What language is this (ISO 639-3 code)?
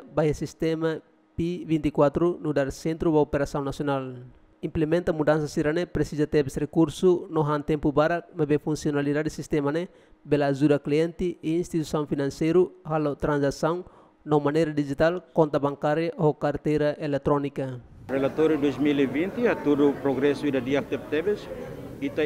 tet